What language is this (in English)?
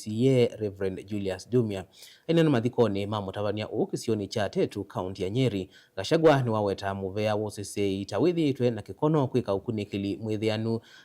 Kamba